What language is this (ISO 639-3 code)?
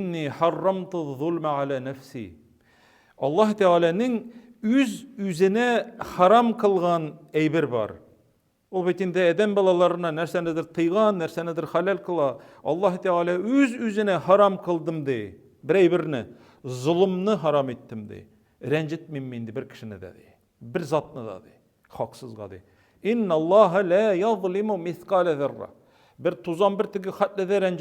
tat